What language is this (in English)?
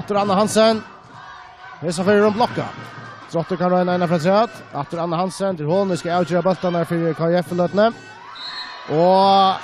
Faroese